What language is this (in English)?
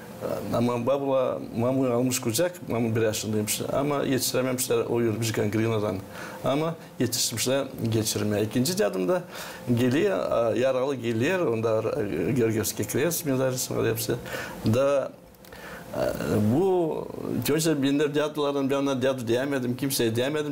Gagauz